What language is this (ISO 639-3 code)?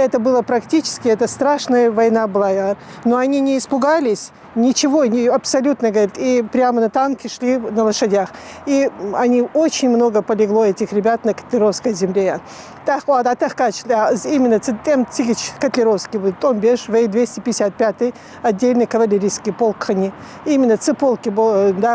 inh